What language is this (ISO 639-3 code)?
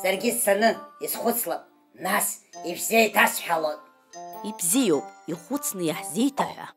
abk